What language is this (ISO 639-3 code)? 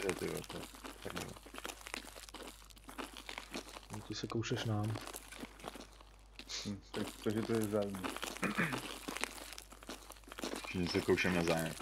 ces